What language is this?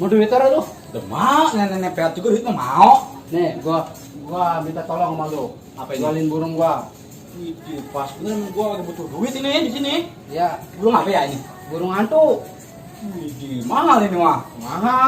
Betawi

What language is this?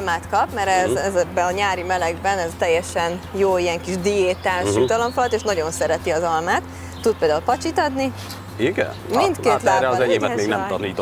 Hungarian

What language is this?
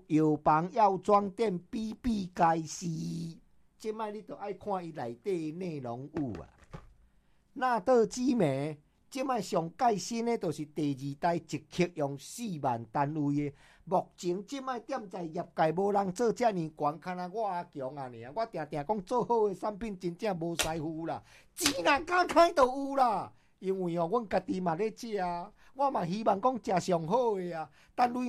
Min Nan Chinese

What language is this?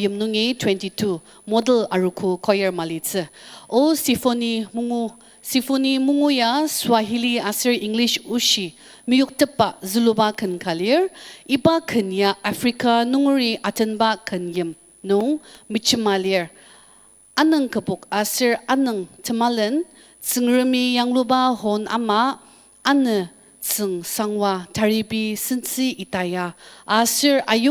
Ao Naga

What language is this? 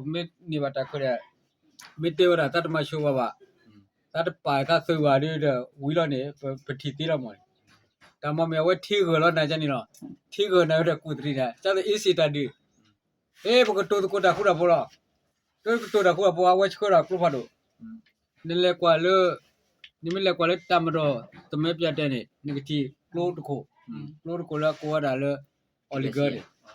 S'gaw Karen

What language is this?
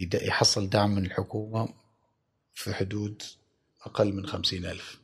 Gulf Arabic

